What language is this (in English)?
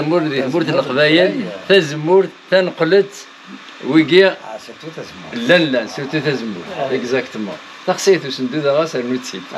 Kabyle